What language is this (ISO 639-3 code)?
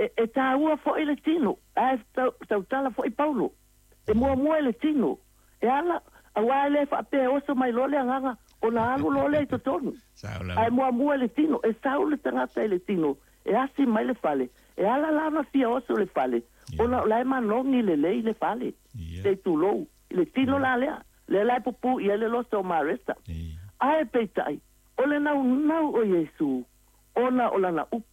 smo